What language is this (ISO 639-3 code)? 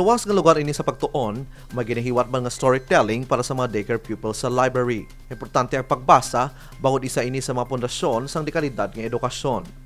hil